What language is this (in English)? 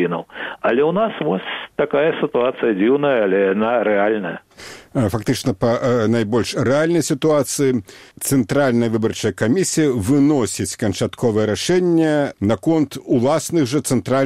Belarusian